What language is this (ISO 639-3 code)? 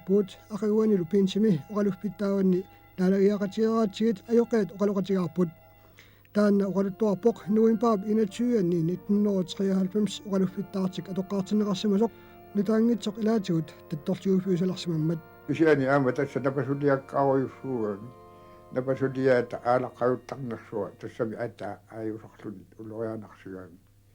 kal